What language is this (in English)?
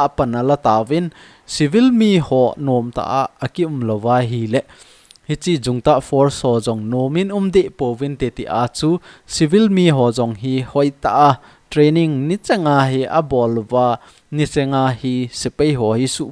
Thado Chin